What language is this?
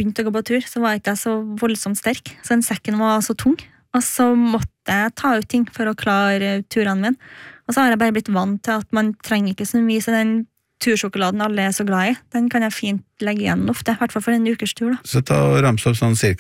Norwegian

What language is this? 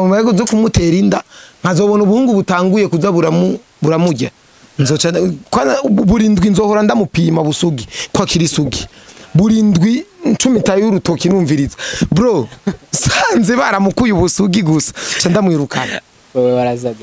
Rundi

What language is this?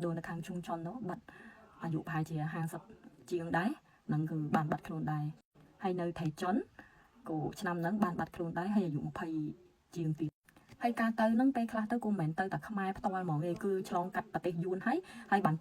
Khmer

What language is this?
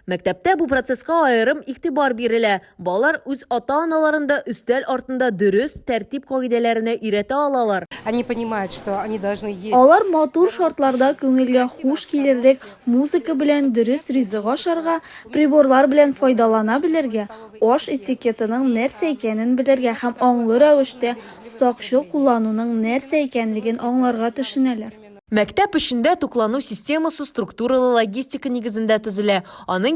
Tatar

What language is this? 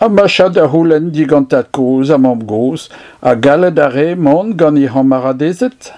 Breton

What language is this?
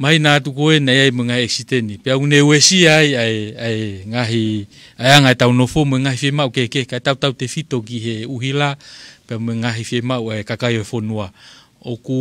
Tongan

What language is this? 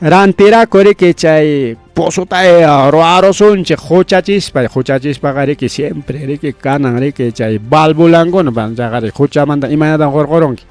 Ayacucho Quechua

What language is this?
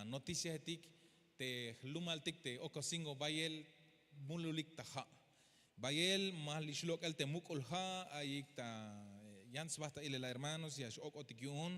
Tzeltal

